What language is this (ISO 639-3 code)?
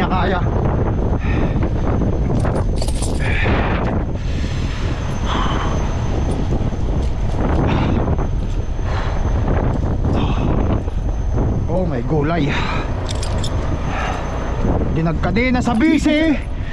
fil